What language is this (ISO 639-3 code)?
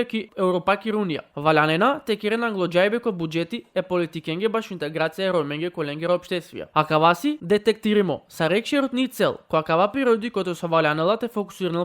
rmn